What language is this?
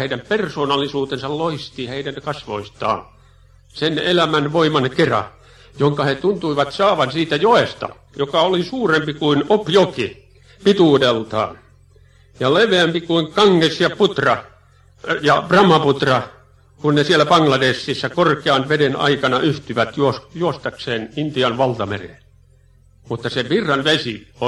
Finnish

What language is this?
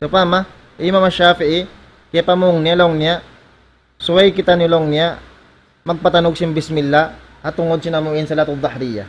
Tausug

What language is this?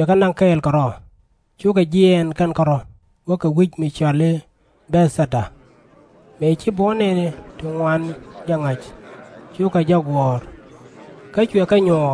Nuer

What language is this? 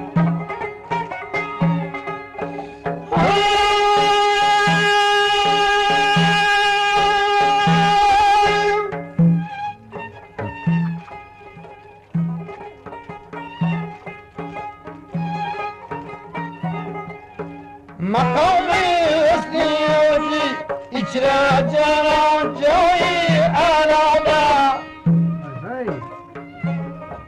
Turkish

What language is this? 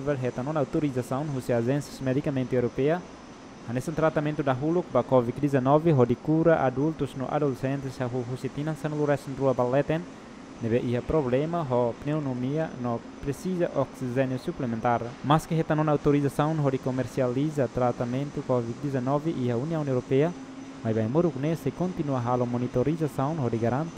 Tetum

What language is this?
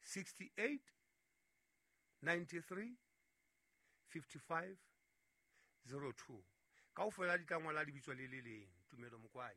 Southern Sotho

